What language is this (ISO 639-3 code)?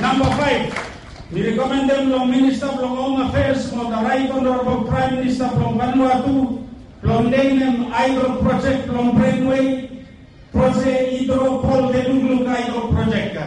bis